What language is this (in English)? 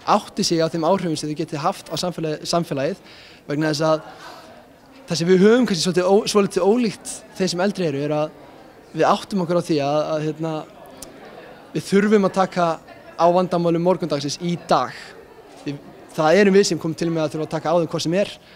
Icelandic